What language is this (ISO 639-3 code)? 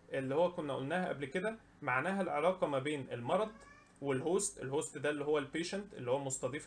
arz